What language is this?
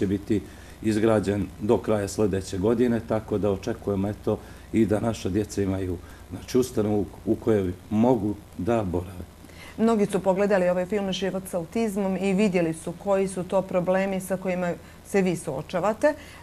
Bosnian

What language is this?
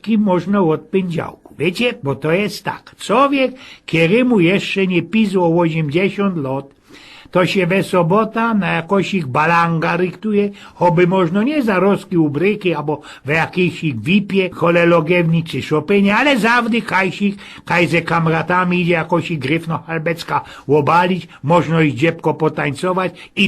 Silesian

